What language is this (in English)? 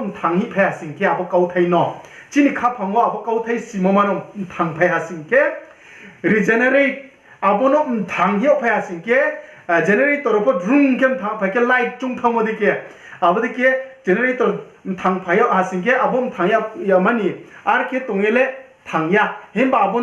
Riang (India)